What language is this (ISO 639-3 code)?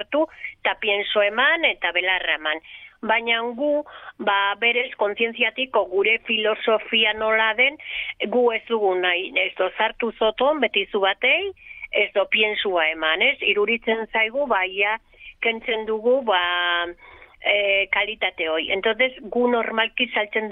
eus